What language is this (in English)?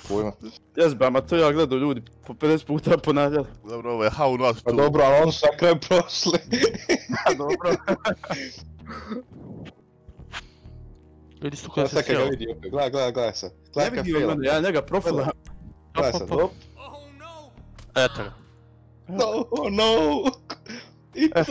Croatian